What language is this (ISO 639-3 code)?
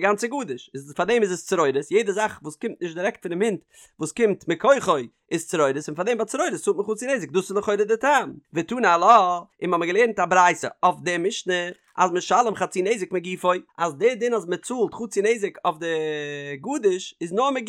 yid